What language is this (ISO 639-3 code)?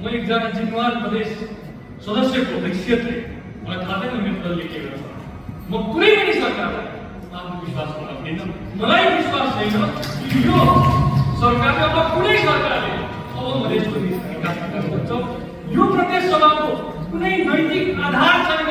nep